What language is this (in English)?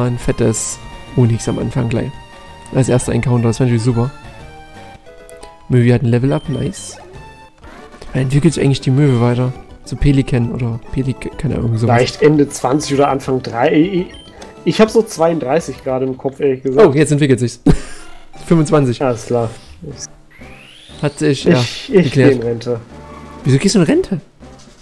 German